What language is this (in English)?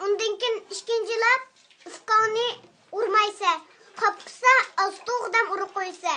Uyghur